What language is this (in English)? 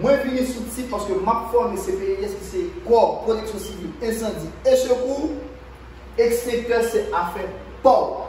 Haitian Creole